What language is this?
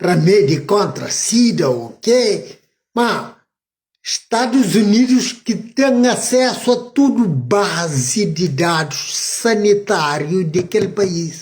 Kabuverdianu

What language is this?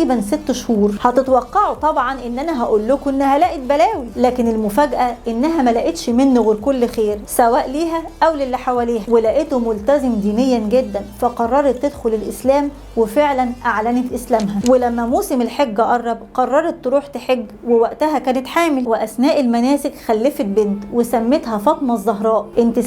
Egyptian Arabic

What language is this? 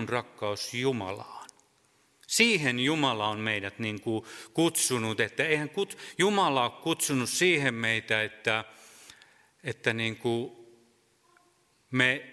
Finnish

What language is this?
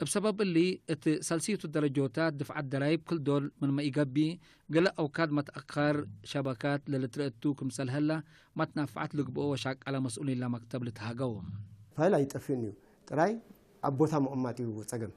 Tigre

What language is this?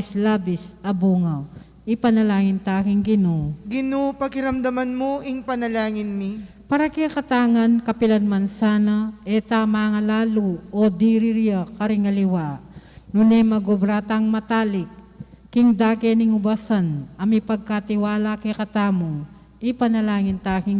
Pampanga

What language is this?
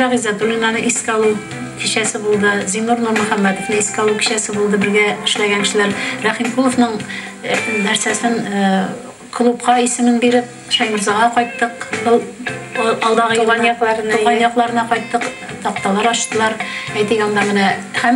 Tatar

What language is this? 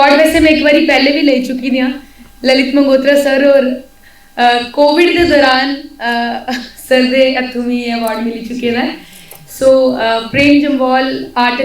Dogri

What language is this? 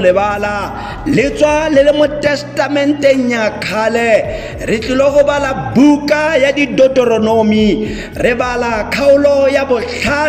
Tswana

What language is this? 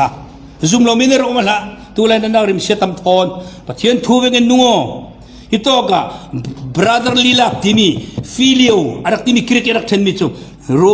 Falam Chin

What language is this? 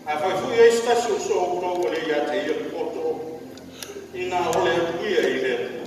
Samoan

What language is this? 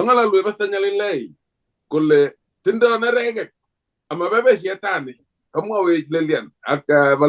Kalenjin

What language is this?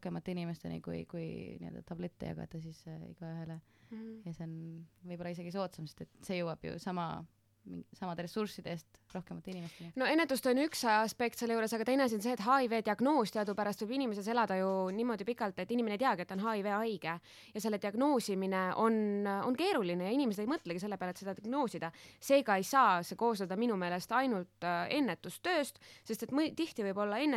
Estonian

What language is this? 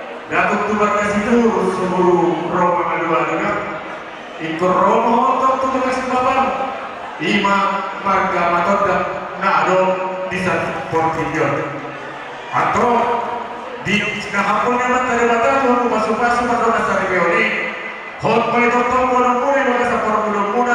Batak Toba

